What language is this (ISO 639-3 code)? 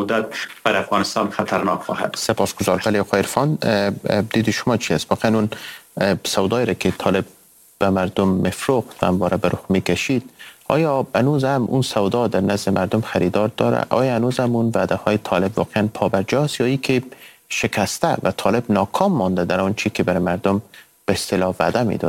fas